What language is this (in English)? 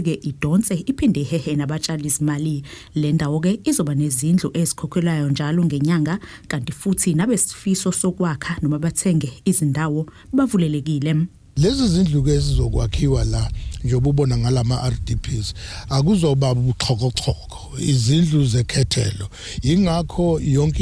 Zulu